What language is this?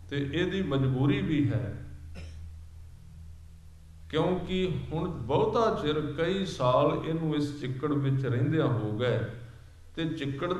Punjabi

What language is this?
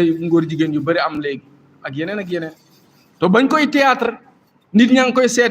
Wolof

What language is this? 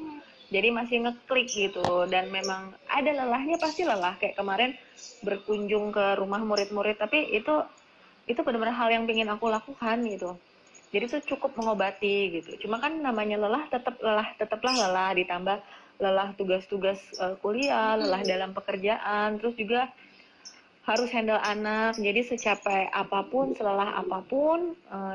Indonesian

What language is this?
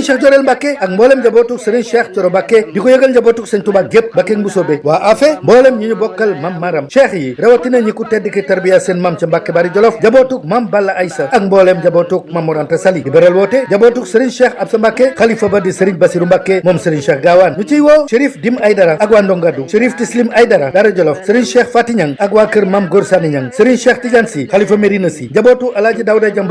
Wolof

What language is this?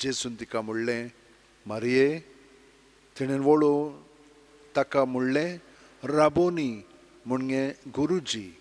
Konkani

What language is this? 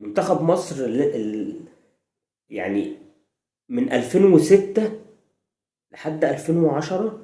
Egyptian Arabic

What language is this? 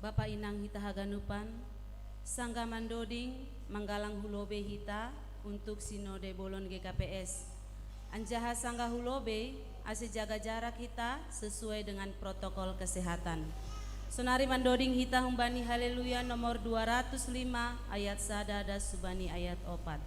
Batak Simalungun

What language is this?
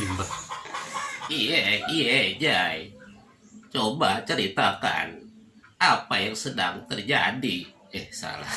Betawi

